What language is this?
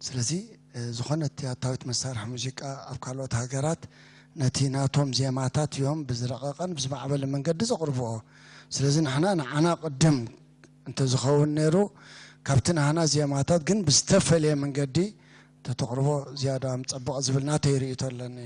Tigrinya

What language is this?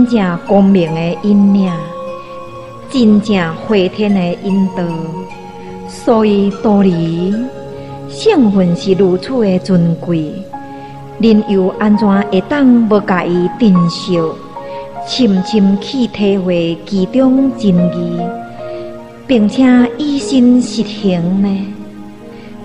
Min Nan Chinese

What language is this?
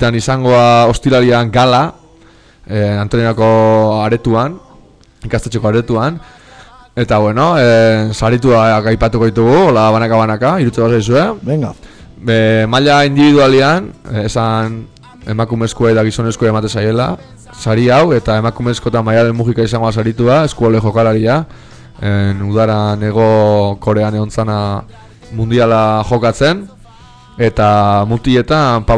Basque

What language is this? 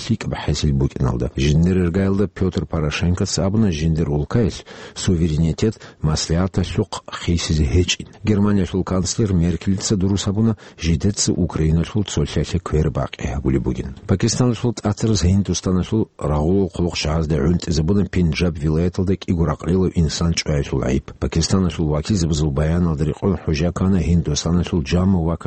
Avaric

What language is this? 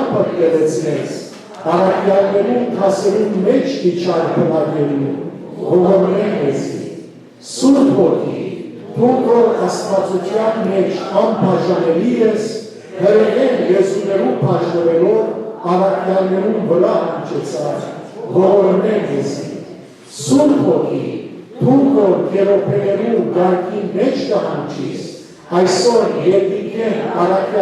Western Armenian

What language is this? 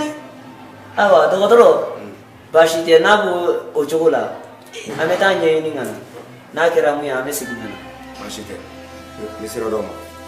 Bambara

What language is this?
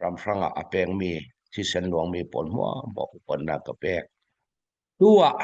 Falam Chin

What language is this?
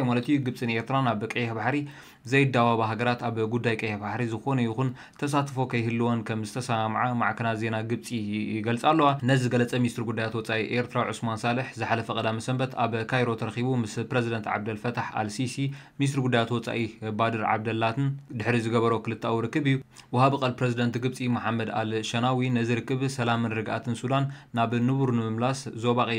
Tigrinya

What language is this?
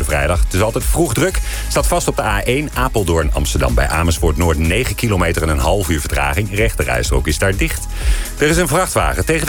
Dutch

